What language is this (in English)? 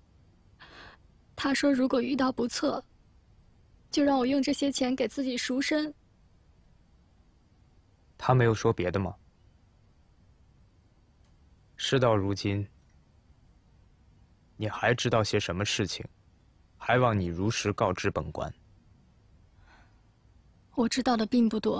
Chinese